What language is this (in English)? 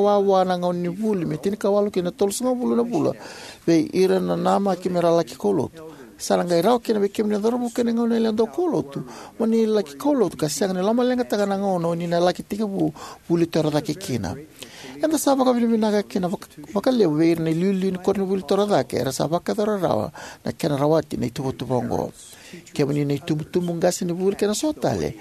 Fijian